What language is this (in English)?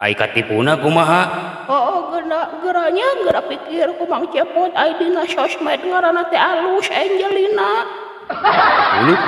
Sundanese